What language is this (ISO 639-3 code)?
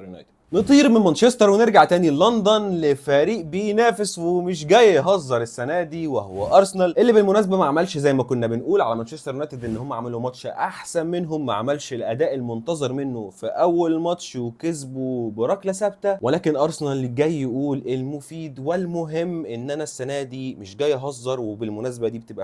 arz